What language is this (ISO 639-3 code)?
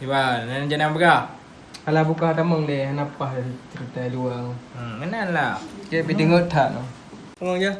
ace